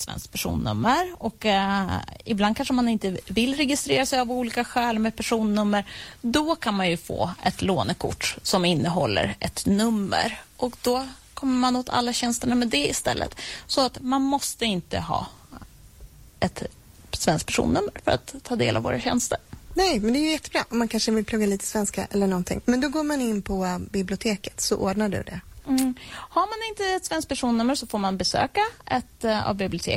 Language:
Swedish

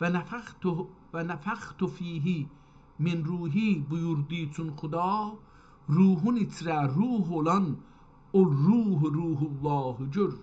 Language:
South Azerbaijani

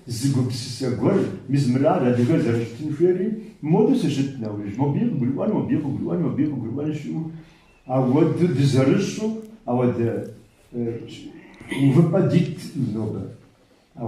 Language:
Kabardian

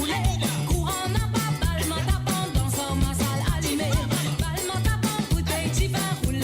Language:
Morisyen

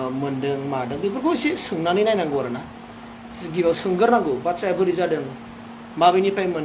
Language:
Bodo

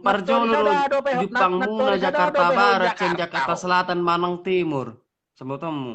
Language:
Batak Toba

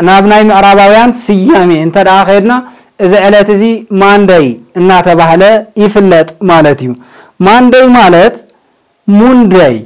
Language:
Tigrinya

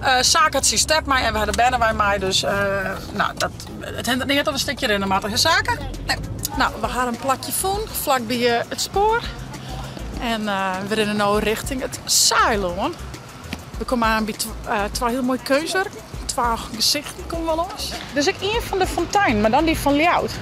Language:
Western Frisian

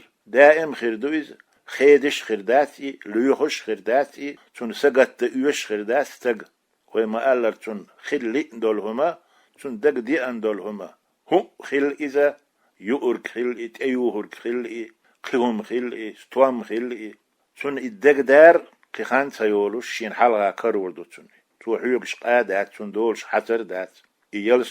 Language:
Chechen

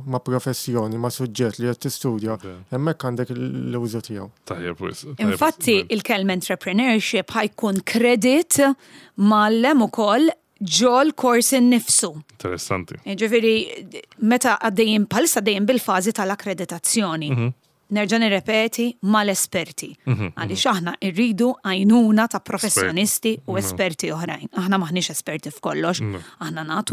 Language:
Maltese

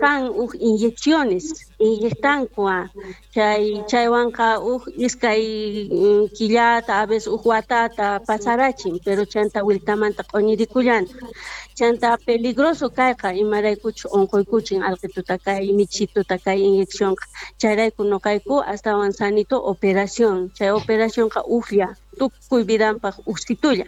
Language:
South Bolivian Quechua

